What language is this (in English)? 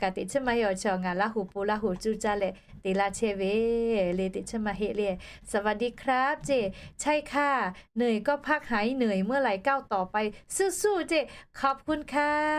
Lahu